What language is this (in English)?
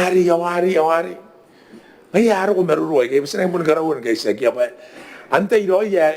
Gilbertese